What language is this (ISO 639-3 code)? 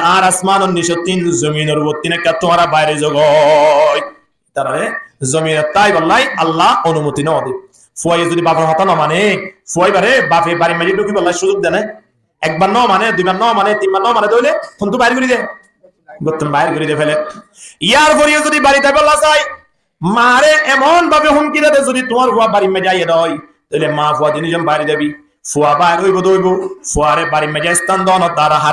rhg